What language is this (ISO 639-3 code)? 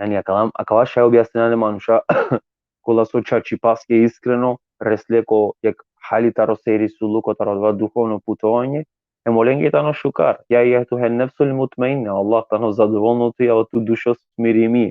rmn